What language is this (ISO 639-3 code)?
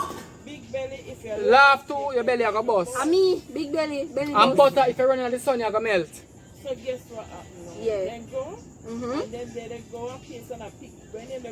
jam